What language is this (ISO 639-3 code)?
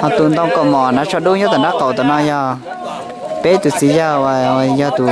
hmn